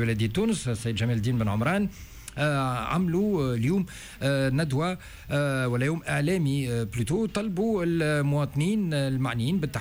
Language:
Tunisian Arabic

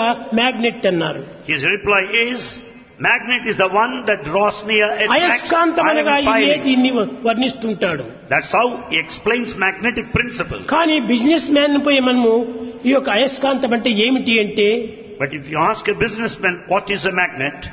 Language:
Telugu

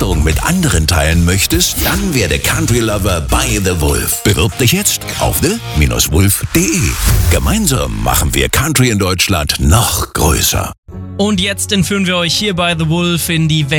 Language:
German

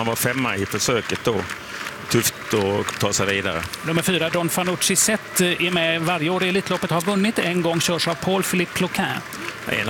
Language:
Swedish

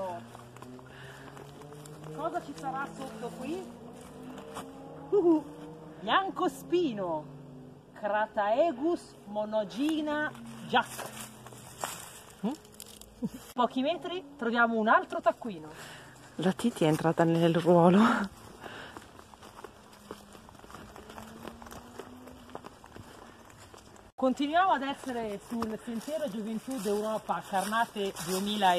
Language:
Italian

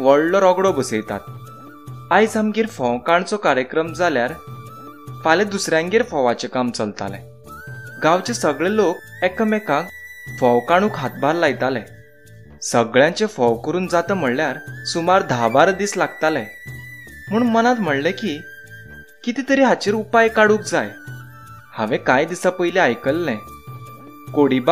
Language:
Konkani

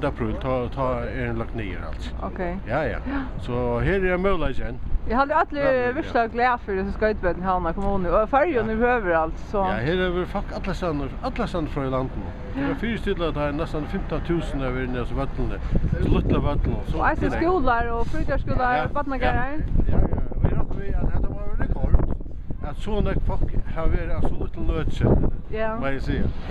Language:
Faroese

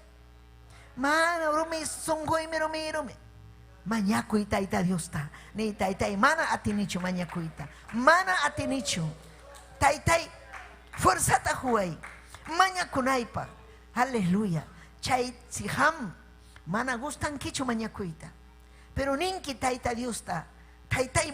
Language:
Ayacucho Quechua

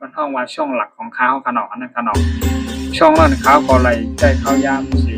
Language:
Shan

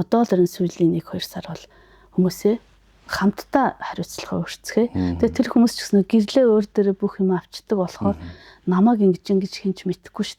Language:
Mongolian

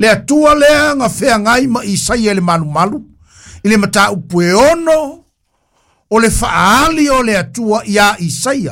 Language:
Samoan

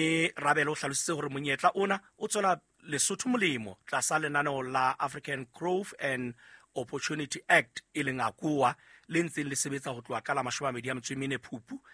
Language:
Southern Sotho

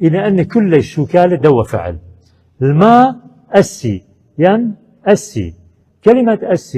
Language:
Assyrian Neo-Aramaic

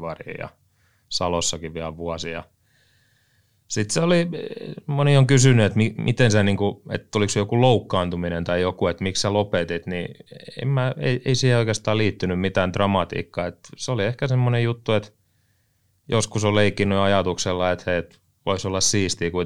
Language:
Finnish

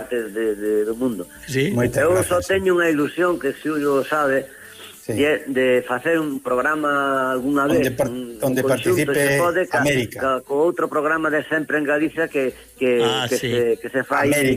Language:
Galician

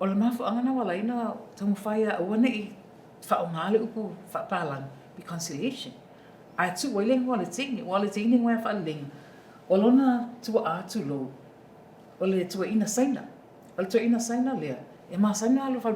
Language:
Samoan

